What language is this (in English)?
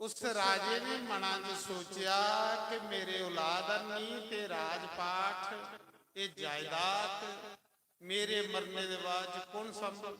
Dogri